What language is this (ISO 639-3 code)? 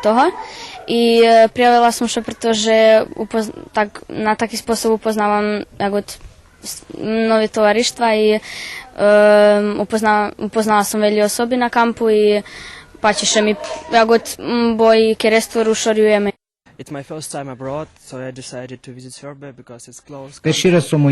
rue